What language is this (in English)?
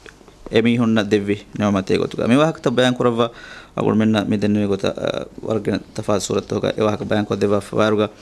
Divehi